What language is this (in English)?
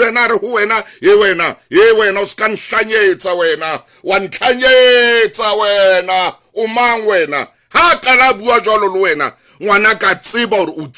Southern Sotho